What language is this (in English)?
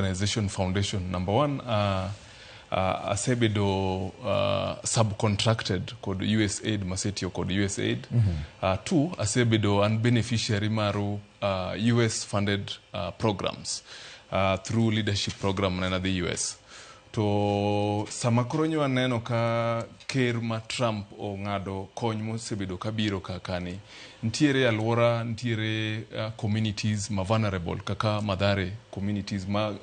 Luo (Kenya and Tanzania)